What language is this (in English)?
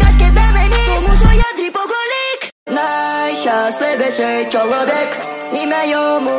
Ukrainian